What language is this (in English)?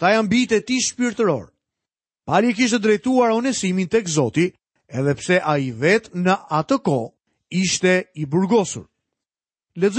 Albanian